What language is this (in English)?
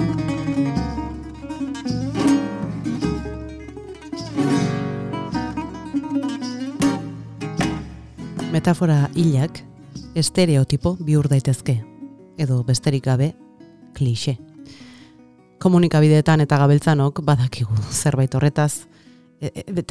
Basque